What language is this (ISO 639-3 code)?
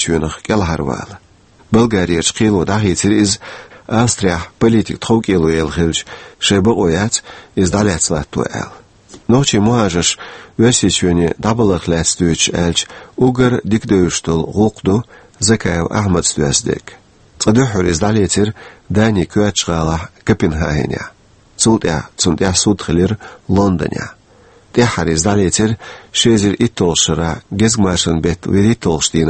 che